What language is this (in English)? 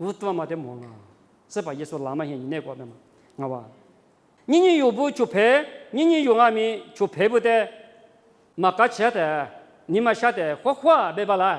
Lisu